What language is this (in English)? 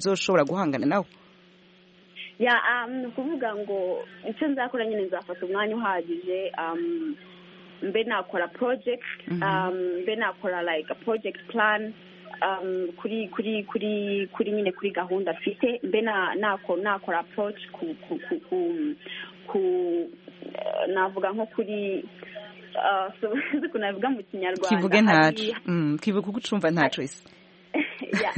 Kinyarwanda